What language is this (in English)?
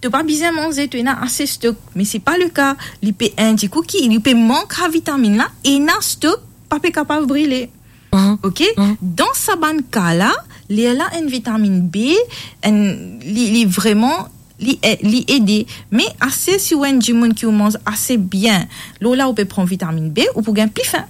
Morisyen